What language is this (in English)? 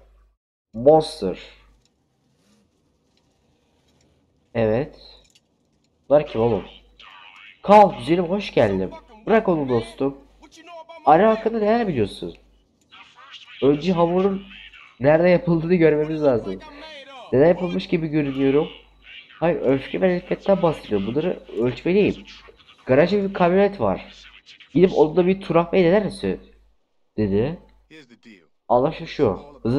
Turkish